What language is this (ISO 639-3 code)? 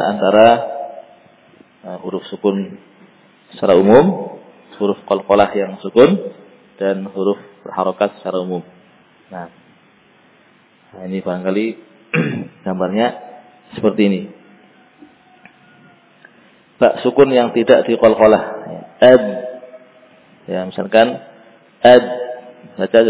ind